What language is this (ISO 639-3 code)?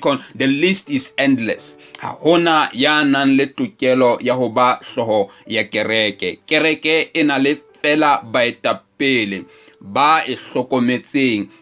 sot